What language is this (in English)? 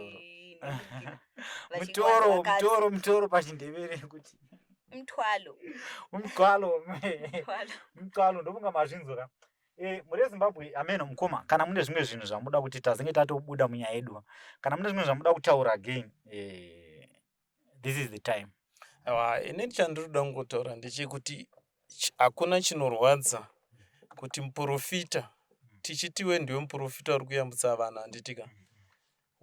Shona